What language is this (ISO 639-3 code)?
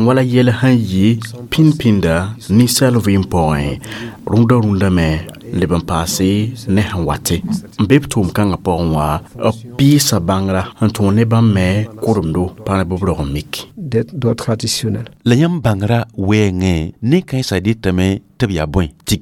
mos